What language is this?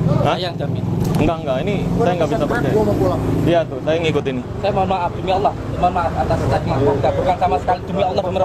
Indonesian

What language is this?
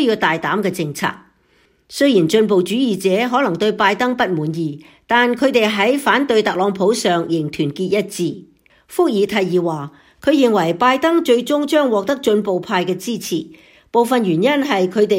Cantonese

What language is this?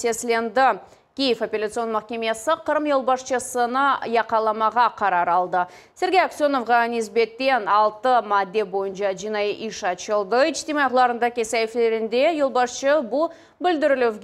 Crimean Tatar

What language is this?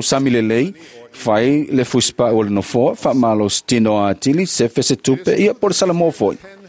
Samoan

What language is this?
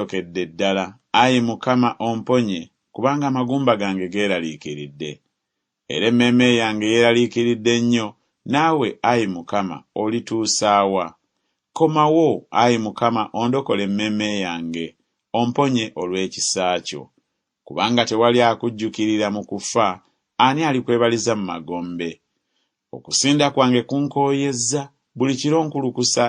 Ganda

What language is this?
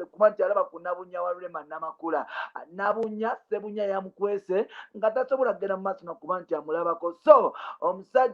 Ganda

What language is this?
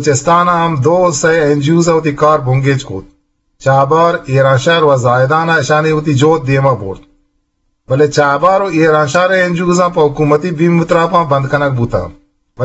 Eastern Balochi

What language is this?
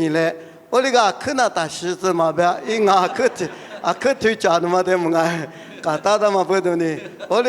Lisu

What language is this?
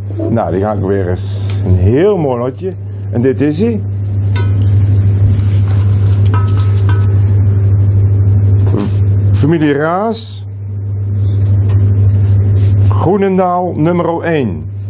Dutch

